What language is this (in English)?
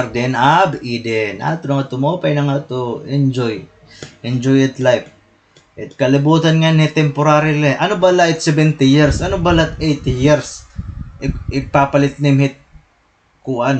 Waray